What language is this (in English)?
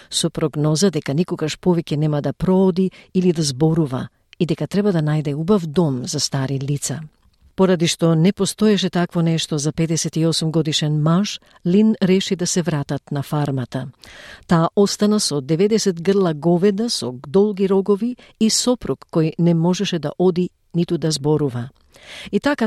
Macedonian